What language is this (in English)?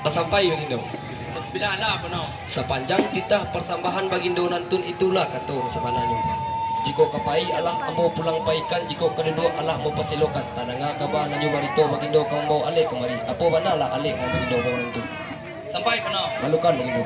Minangkabau